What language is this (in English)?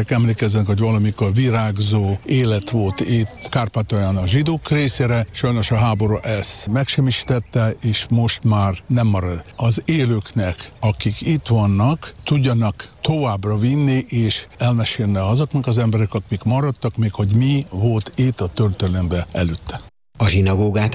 Hungarian